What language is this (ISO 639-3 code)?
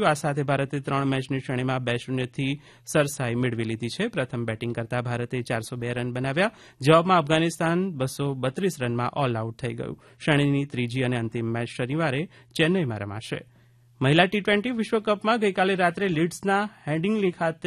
guj